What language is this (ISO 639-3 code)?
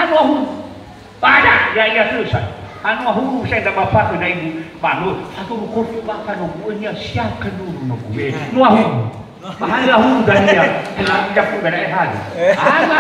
nia